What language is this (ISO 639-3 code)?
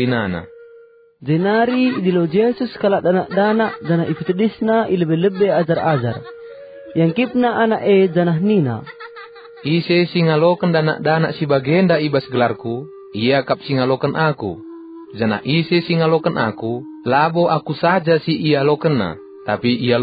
btx